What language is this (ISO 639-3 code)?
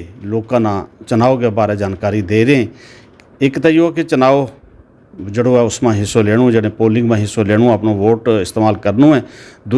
gju